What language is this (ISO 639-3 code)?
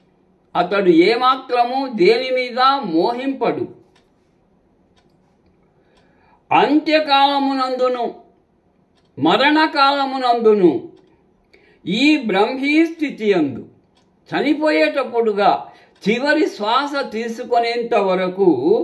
tel